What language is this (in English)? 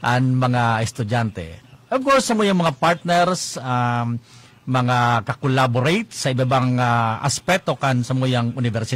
Bikol